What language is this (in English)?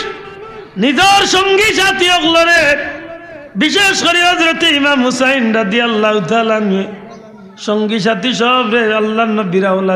Sylheti